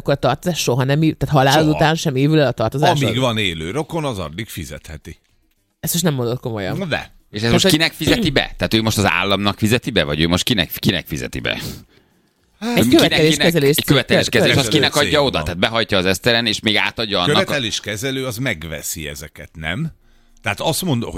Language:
Hungarian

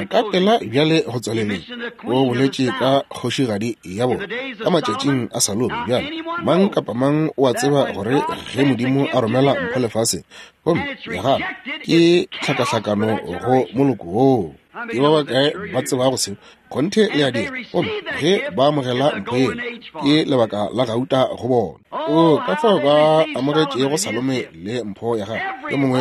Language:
Northern Sotho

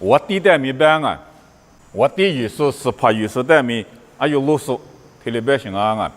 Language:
Lisu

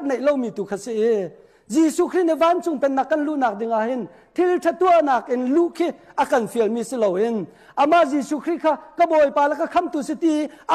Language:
Hakha Chin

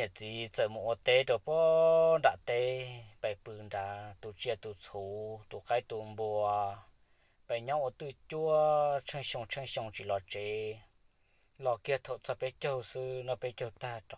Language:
Hmong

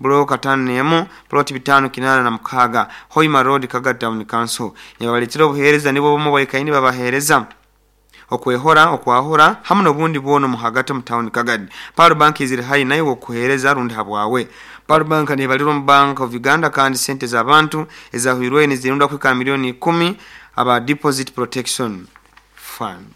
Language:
Nyoro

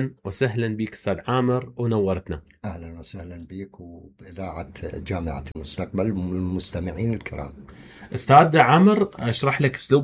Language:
Mesopotamian Arabic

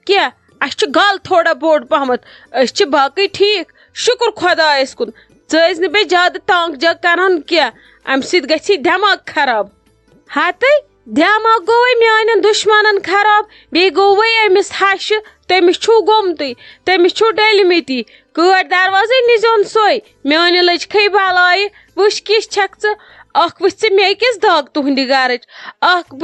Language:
Kashmiri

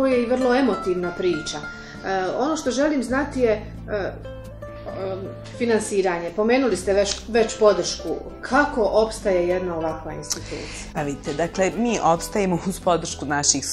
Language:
Bosnian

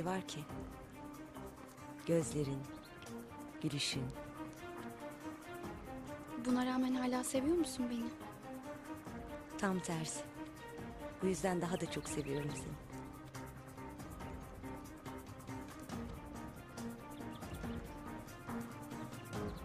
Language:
Turkish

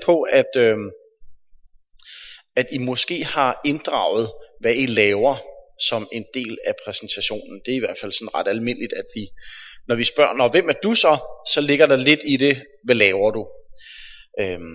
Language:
Danish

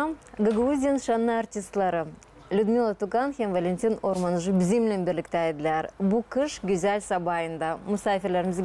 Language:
Gagauz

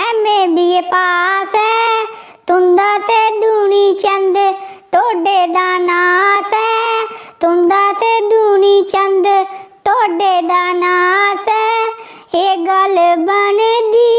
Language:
Dogri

